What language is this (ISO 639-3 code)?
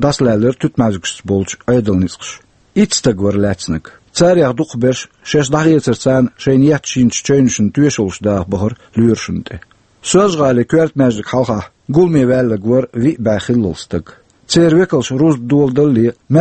che